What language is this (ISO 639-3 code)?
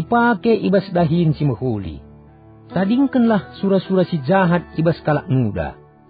btx